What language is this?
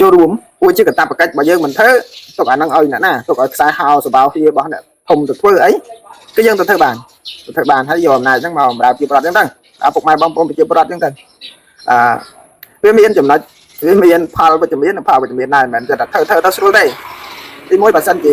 Khmer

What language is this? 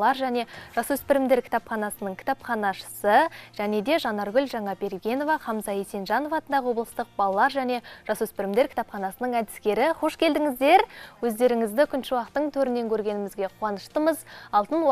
Kazakh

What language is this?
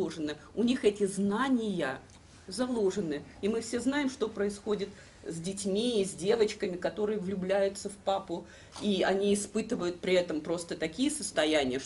Russian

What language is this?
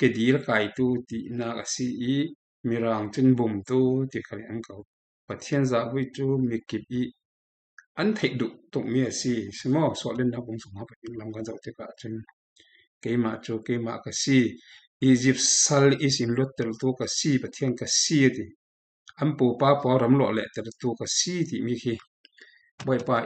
Falam Chin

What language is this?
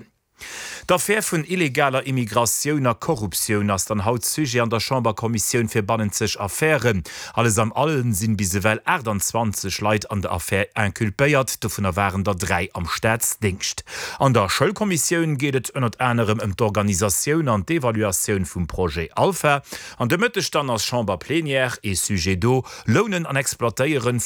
Luxembourgish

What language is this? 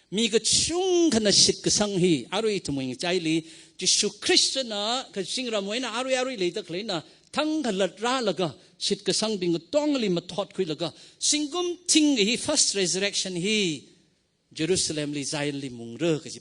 Tangkhul Naga (India)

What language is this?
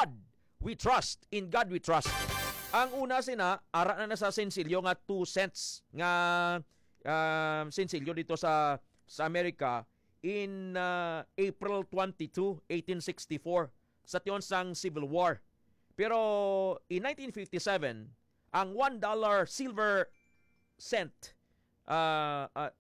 Hiligaynon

